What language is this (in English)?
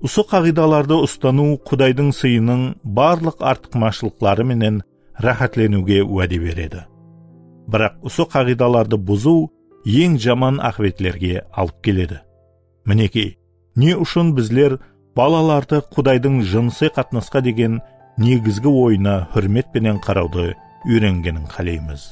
Kara-Kalpak